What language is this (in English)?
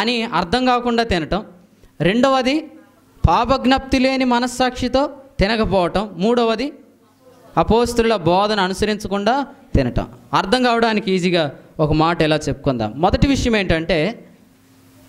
Telugu